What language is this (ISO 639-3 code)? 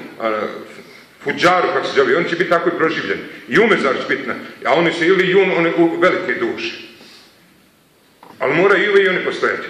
bos